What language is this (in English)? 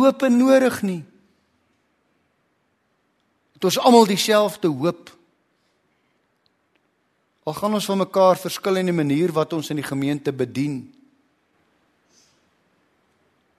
Afrikaans